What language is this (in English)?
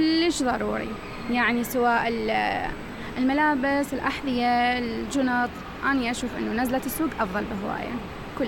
Mesopotamian Arabic